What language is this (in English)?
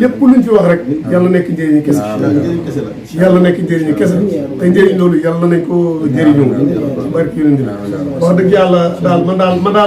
Wolof